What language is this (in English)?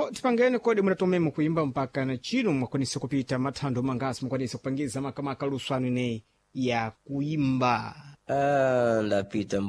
Sena